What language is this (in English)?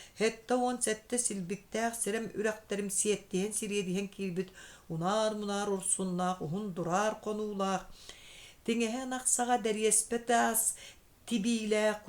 Yakut